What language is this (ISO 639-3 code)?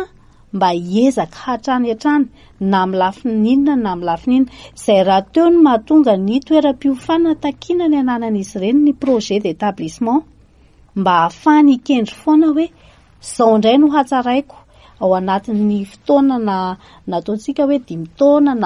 mlg